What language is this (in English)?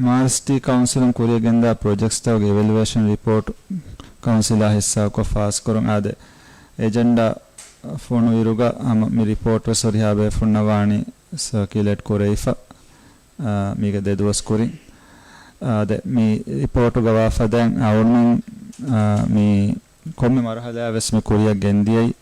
Divehi